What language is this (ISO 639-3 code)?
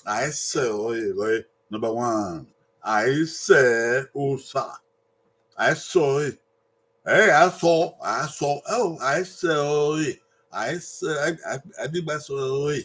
bin